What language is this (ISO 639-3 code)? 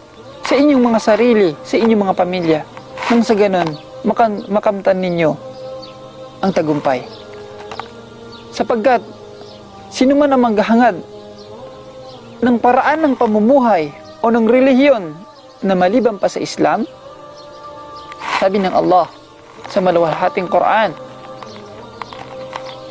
fil